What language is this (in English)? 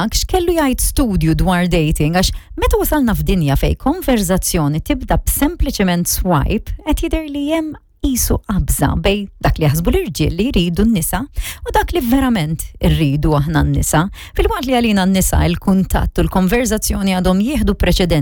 Maltese